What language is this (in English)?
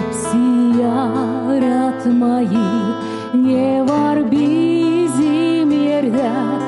Gagauz